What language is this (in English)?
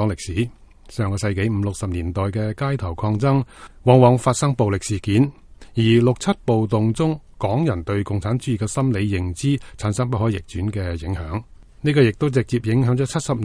Cantonese